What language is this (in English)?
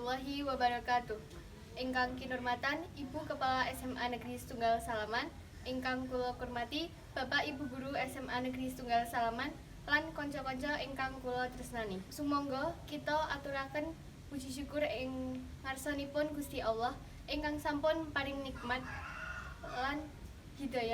Javanese